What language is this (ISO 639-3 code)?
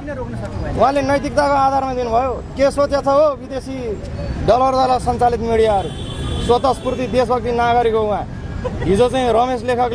nep